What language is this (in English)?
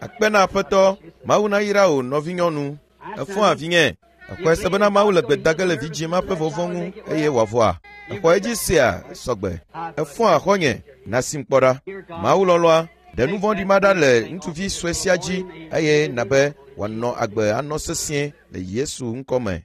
Ewe